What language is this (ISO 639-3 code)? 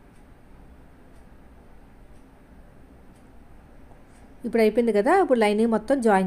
tel